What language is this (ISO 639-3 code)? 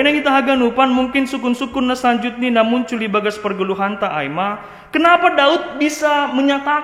bts